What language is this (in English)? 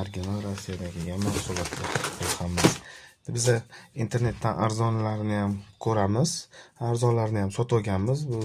Uzbek